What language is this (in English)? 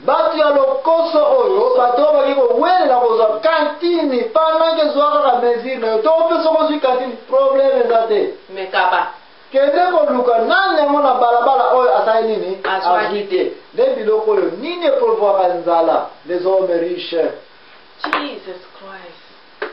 Lingala